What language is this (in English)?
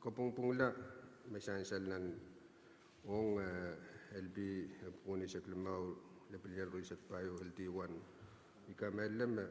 Pohnpeian